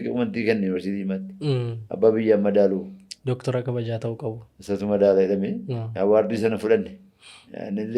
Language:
Oromo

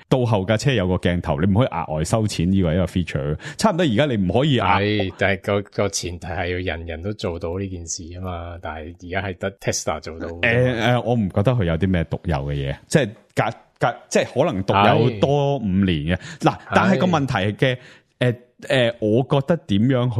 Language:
Cantonese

